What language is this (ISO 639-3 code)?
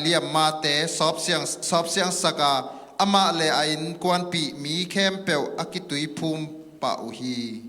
ctd